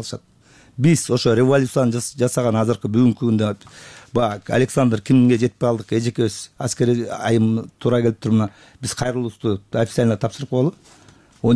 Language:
Kyrgyz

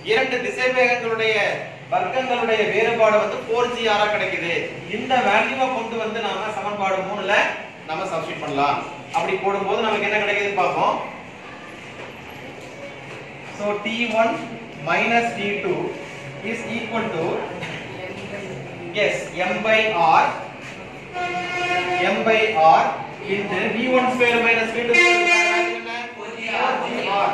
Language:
Tamil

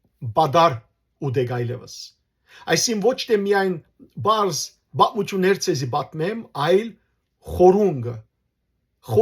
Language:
Western Armenian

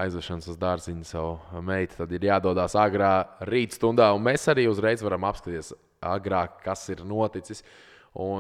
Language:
Latvian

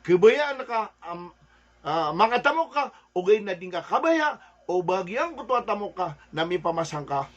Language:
Maranao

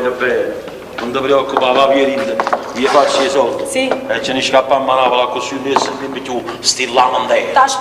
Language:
Neapolitan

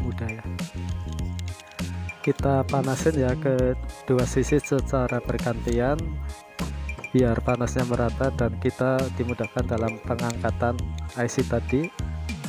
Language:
Indonesian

